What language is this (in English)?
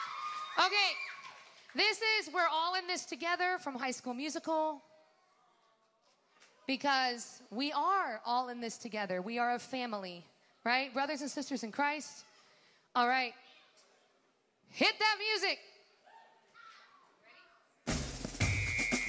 English